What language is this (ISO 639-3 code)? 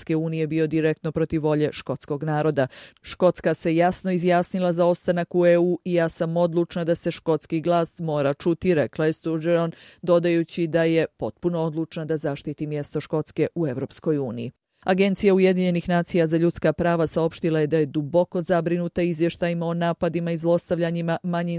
hrv